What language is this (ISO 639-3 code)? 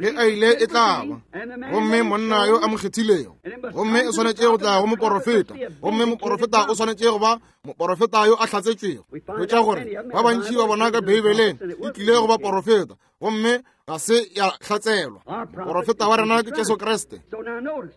nso